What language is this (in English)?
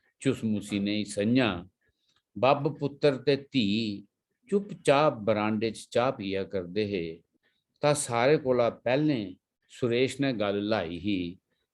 Dogri